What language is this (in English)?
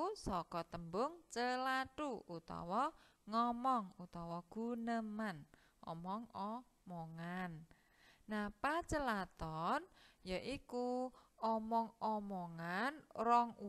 Javanese